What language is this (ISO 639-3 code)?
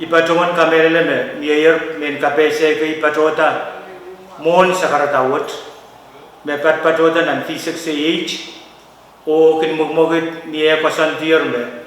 pon